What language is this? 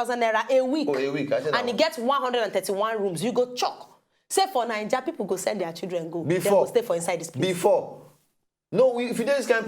Nigerian Pidgin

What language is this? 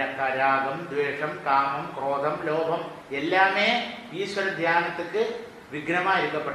Tamil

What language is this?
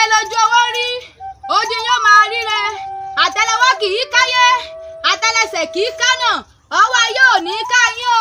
Yoruba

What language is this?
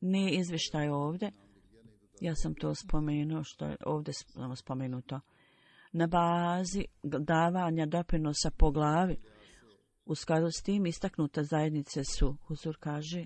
Bosnian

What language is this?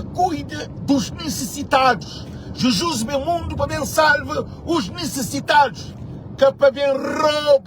Kabuverdianu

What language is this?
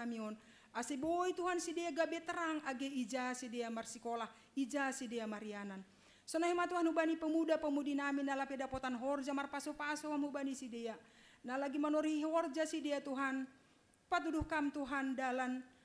Batak Simalungun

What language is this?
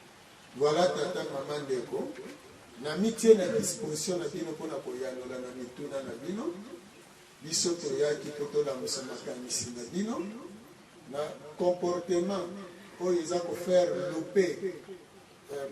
Lingala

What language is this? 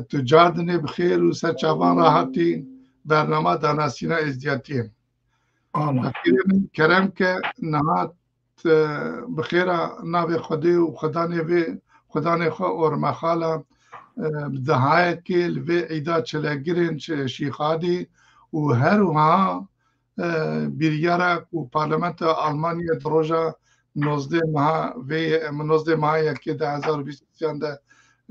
Kurdish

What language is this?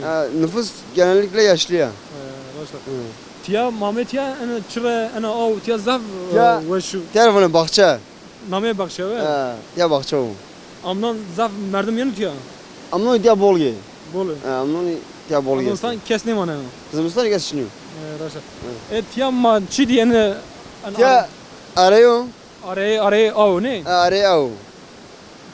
Zaza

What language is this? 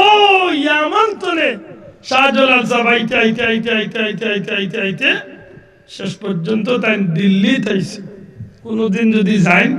Sylheti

